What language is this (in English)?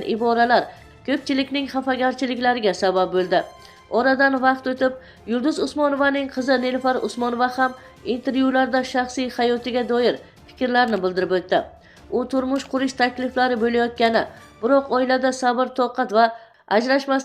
Uzbek